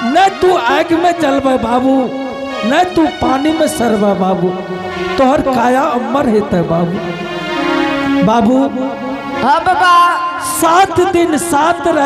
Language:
Angika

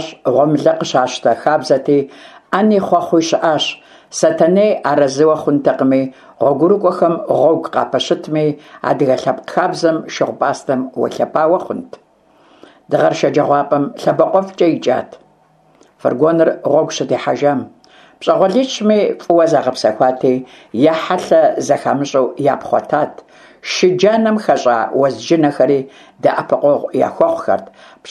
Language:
Kabardian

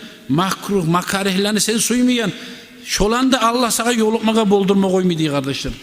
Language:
Kumyk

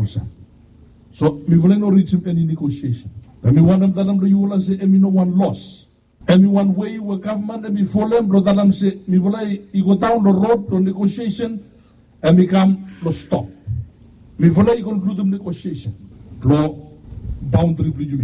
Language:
Bislama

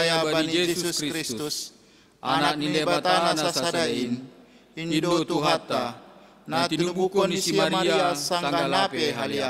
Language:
Batak Simalungun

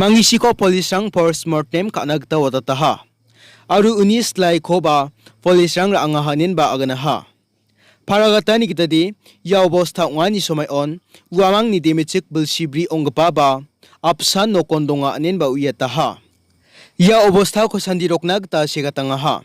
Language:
Garo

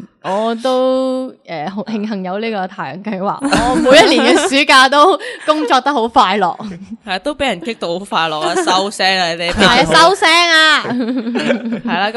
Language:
Cantonese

